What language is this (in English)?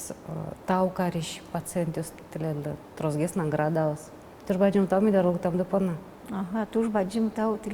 Udmurt